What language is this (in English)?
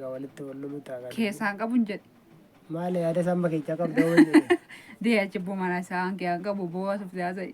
Oromo